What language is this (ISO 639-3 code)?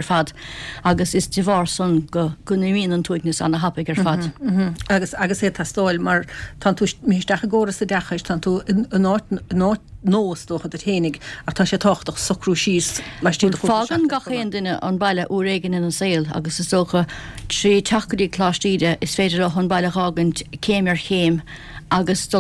gle